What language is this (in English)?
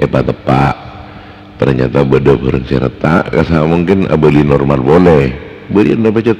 Madurese